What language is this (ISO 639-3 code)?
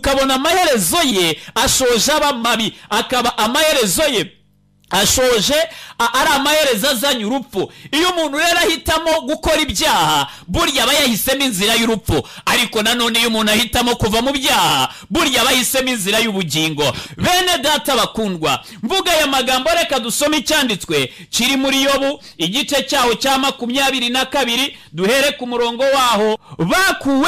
kin